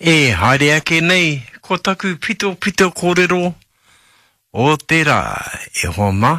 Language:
Māori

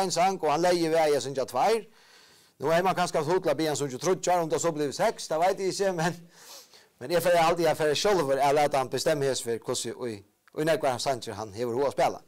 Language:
Faroese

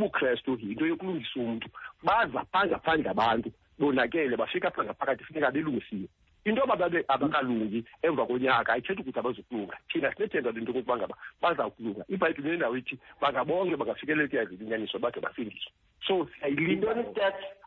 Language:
Xhosa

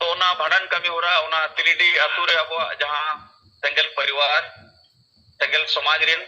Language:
Santali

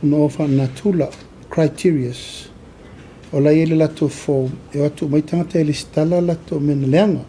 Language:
Samoan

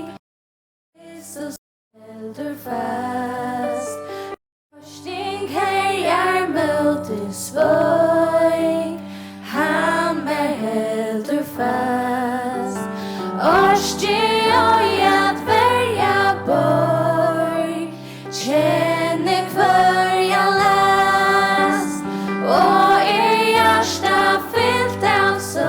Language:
Faroese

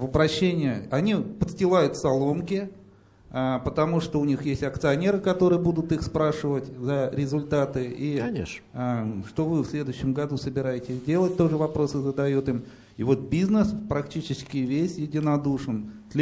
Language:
Russian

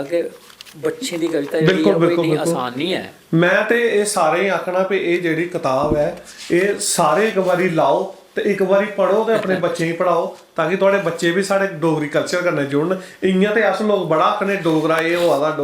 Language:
Dogri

